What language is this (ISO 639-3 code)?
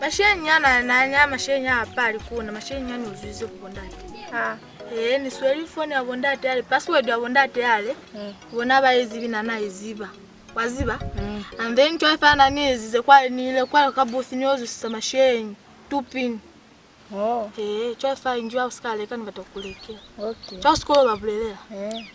loz